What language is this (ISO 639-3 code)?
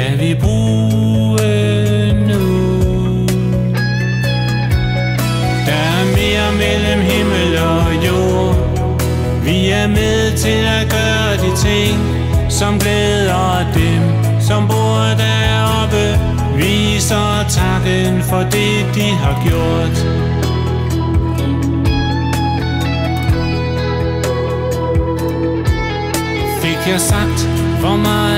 dan